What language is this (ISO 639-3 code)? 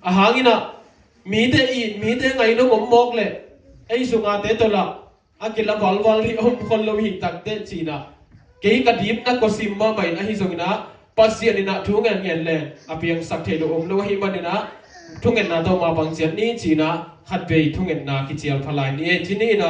ctd